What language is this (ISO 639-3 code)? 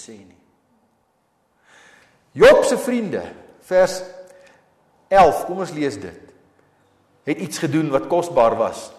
afr